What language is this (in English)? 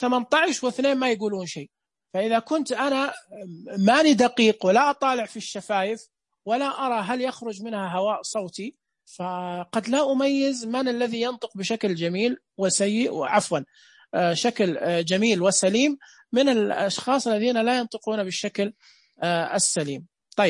Najdi Arabic